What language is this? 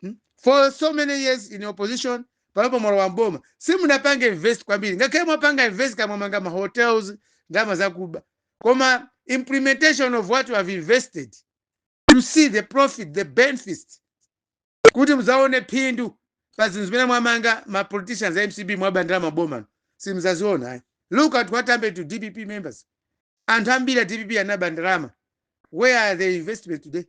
Nyanja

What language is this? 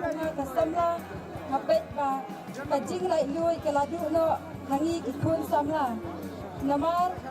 Khasi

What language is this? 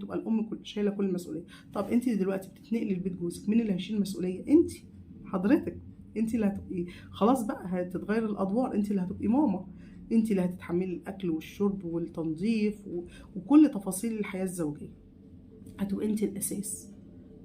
Egyptian Arabic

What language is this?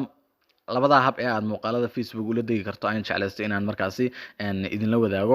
Somali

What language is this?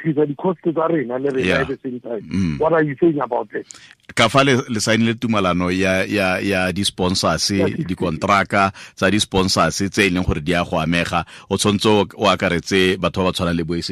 Tswana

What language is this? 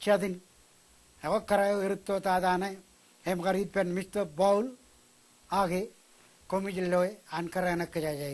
Marshallese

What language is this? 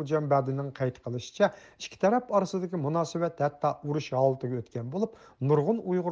Uyghur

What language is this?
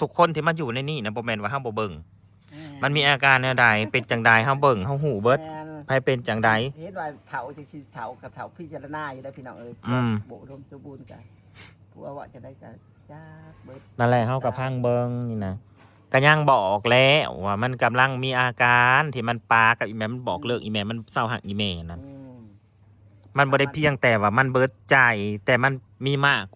Northeastern Thai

